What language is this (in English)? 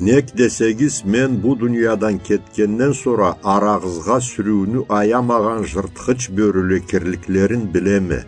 Karachay-Balkar